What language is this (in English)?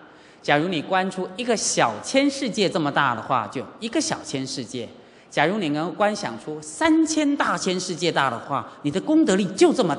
Chinese